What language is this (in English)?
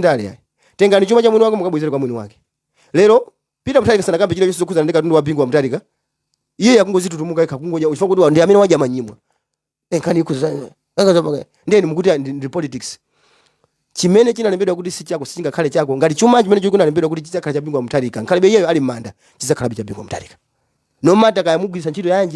Nyanja